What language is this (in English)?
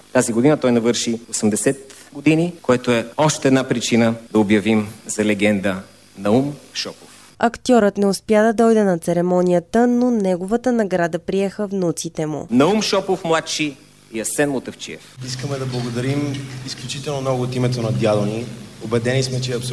Bulgarian